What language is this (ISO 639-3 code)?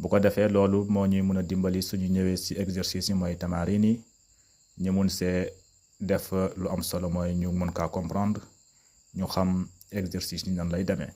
wol